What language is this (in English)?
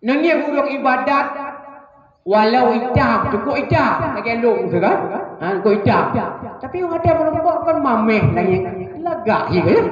Achinese